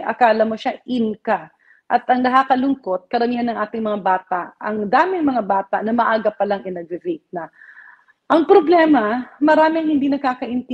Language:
Filipino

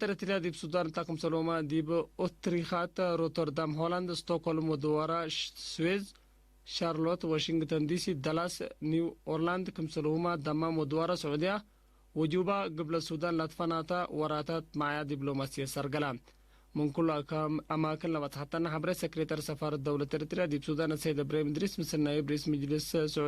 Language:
Tigre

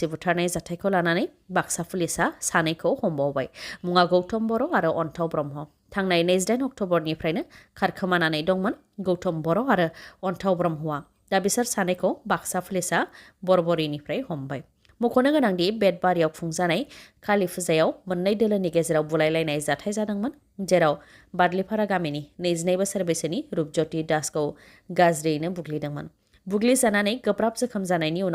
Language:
Bodo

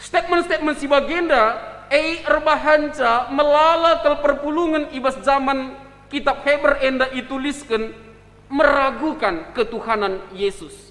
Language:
Batak Karo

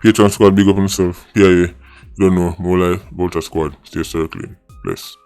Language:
Jamaican Creole English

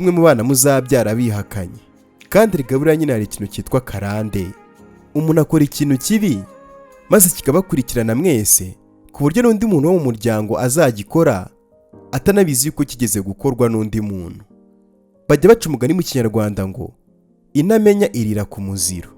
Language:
Kinyarwanda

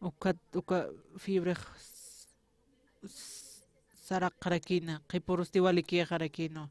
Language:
Aymara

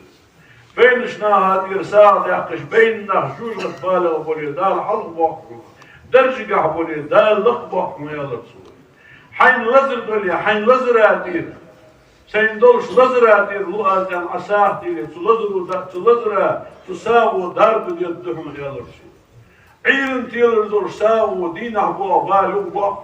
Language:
Ingush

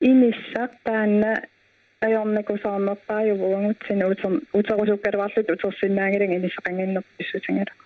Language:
Kalaallisut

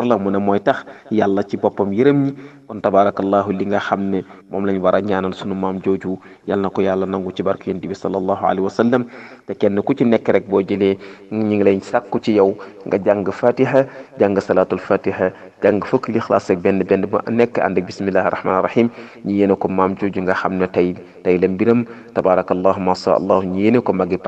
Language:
Wolof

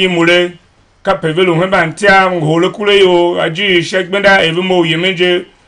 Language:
Tiv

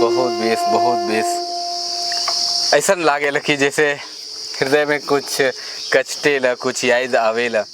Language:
Sadri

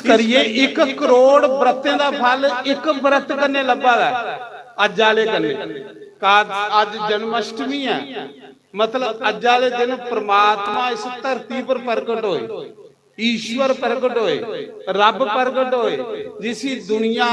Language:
Dogri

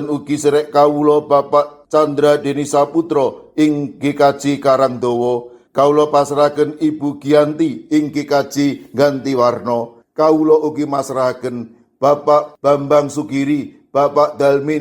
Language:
Javanese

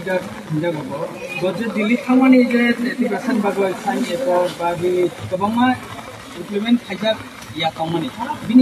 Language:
Kok Borok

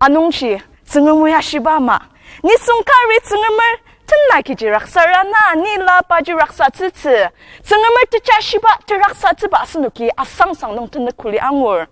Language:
Ao Naga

